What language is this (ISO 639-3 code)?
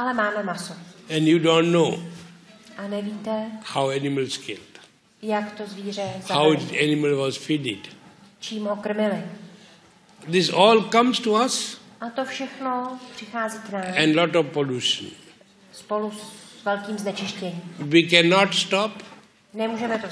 ces